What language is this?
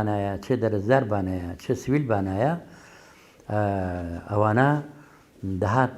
Central Kurdish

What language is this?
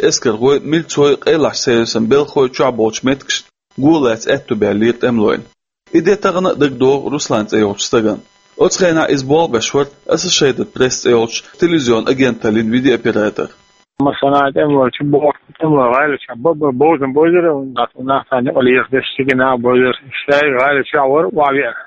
Chechen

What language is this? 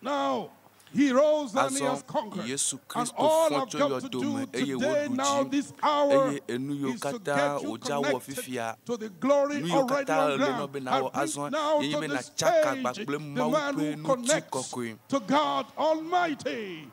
Ewe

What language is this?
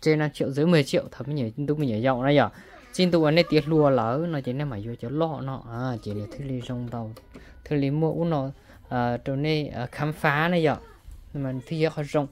Hmong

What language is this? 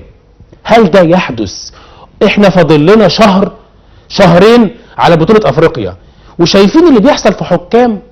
Egyptian Arabic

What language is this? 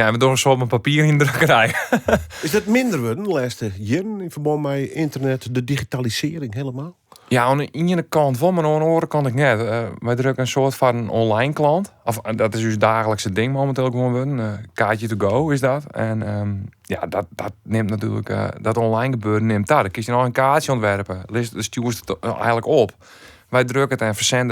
Western Frisian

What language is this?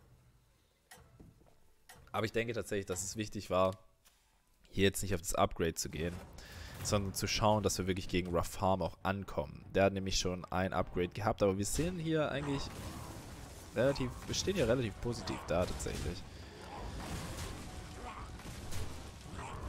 German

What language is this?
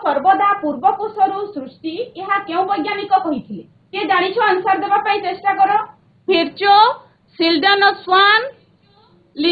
Odia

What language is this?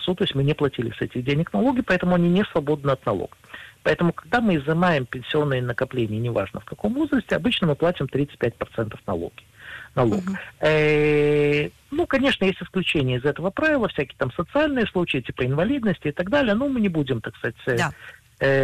Russian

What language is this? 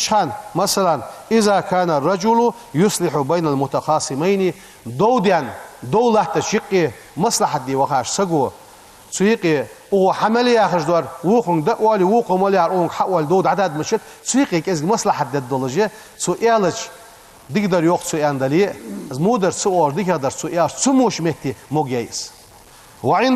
Ingush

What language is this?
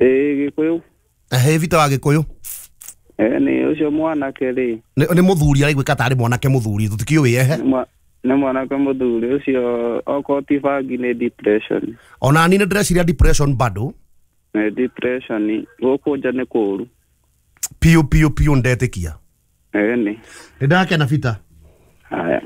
Kikuyu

